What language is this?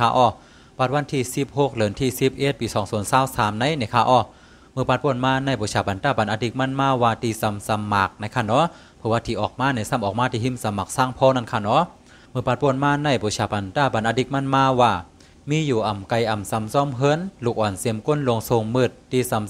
Shan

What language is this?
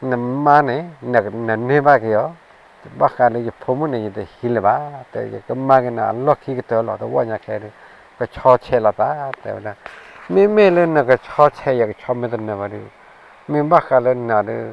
S'gaw Karen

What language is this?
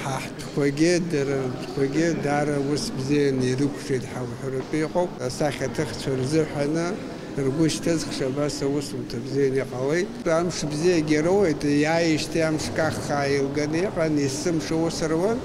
Abkhazian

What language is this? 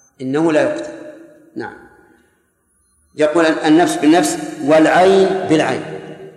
Arabic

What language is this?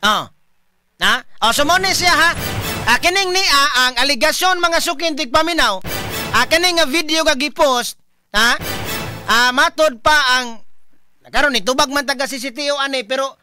Cebuano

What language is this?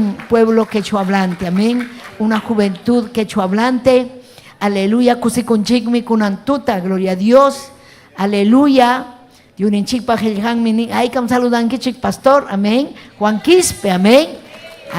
Ayacucho Quechua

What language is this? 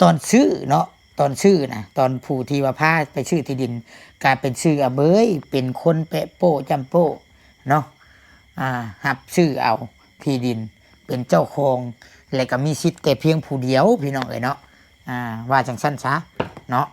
Lao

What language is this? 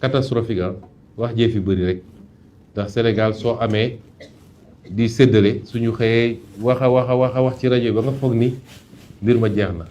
Wolof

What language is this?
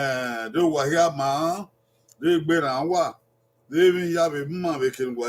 Bini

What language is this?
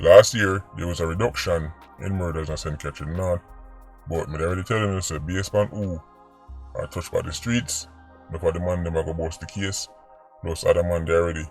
Jamaican Creole English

